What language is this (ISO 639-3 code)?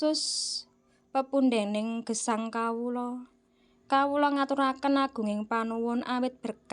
jav